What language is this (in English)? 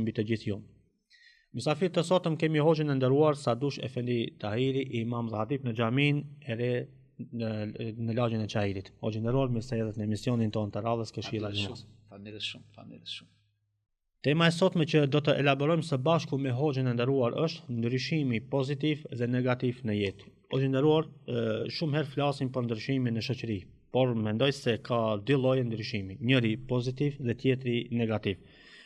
Albanian